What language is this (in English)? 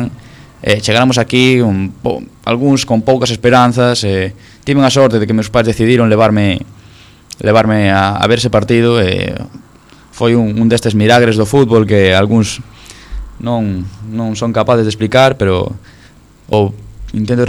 Galician